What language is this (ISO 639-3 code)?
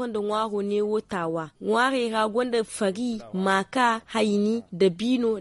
dje